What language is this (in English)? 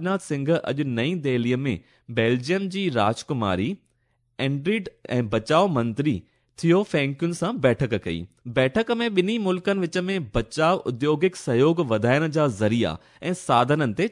Sindhi